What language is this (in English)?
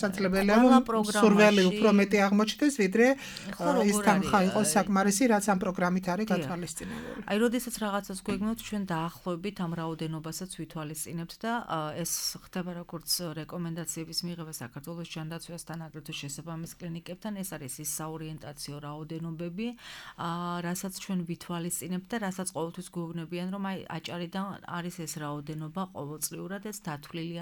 Georgian